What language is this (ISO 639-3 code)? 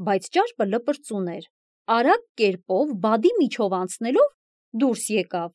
hye